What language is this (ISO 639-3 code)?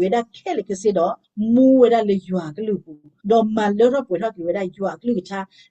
ksw